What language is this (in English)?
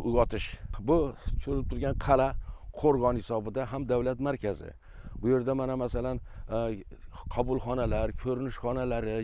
Uzbek